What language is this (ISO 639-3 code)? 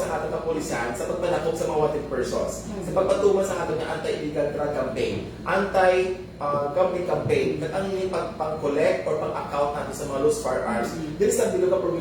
hil